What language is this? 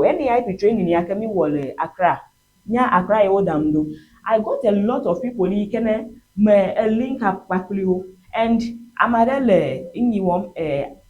Ewe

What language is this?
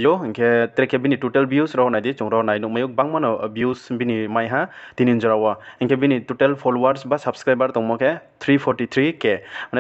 Riang (India)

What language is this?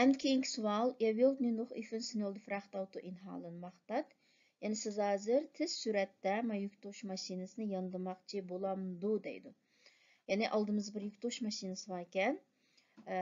Uyghur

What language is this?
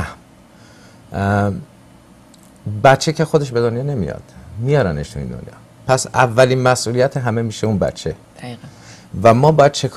Persian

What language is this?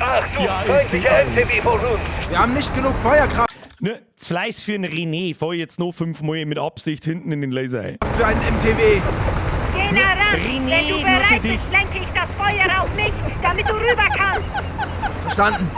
Bavarian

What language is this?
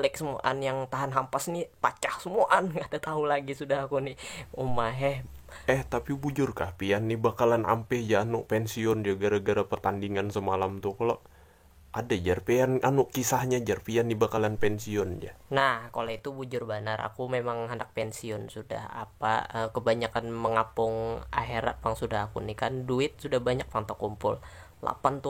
Banjar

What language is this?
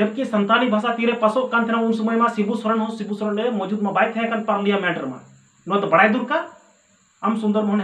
Santali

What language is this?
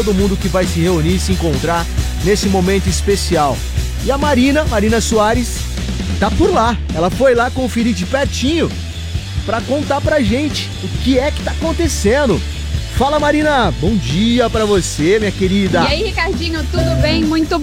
Portuguese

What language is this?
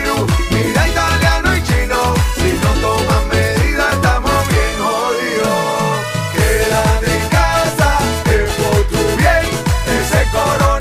Spanish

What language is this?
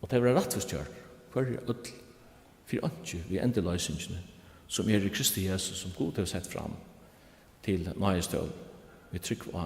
Faroese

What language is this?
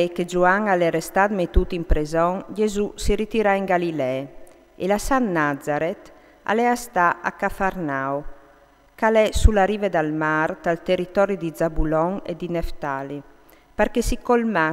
Friulian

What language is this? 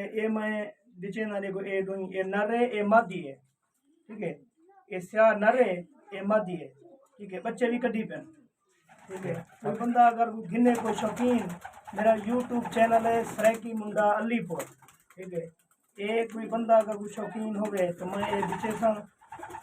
Saraiki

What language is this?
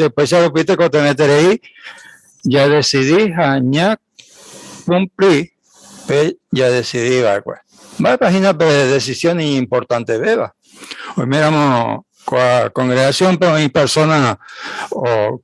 Guarani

